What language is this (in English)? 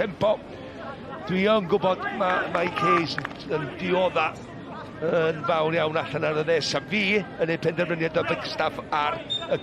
Welsh